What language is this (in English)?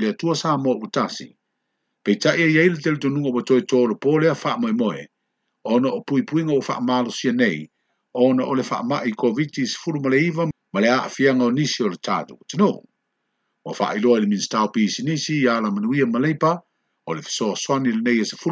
Samoan